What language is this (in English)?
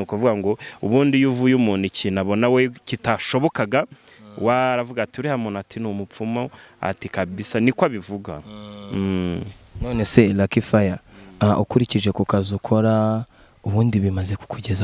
Kinyarwanda